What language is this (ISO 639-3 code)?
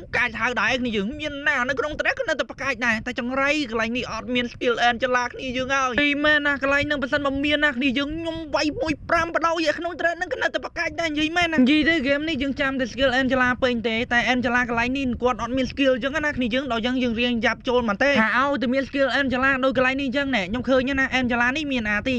khm